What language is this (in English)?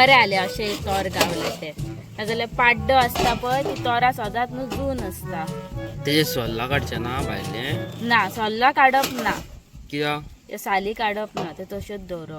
Konkani